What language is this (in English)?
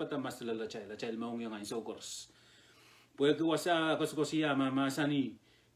Pohnpeian